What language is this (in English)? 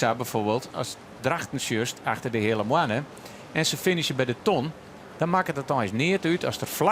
Western Frisian